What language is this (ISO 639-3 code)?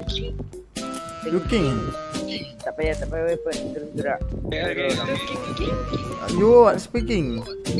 msa